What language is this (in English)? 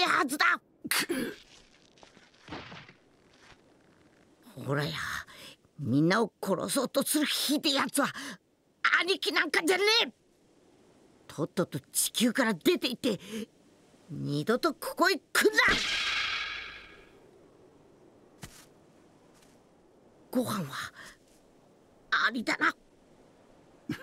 Japanese